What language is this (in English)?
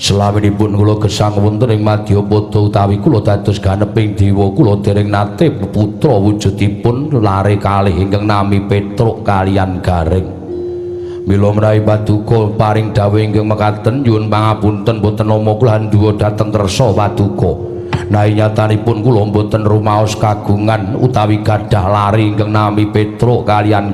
Javanese